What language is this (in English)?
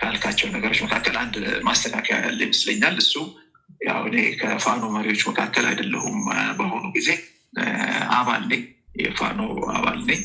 Amharic